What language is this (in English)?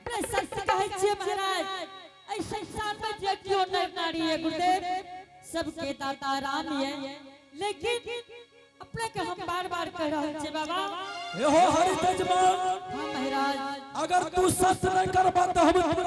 Angika